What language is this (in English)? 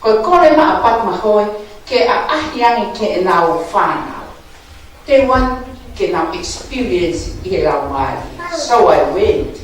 Tongan